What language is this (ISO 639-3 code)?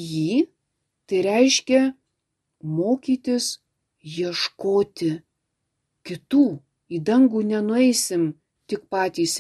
lit